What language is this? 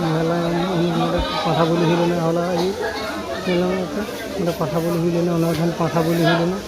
Santali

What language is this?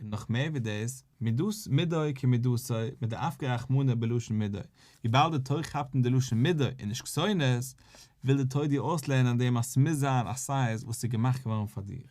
Yiddish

